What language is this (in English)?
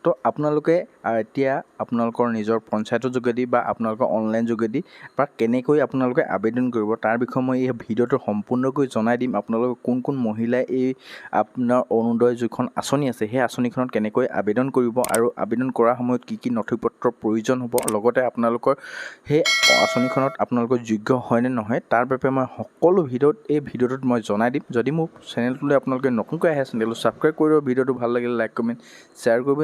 Assamese